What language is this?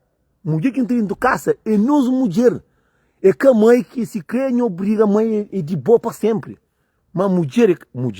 Kabuverdianu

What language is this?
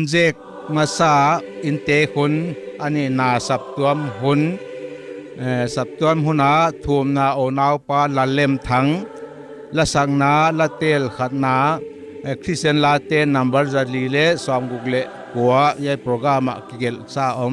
Paite Chin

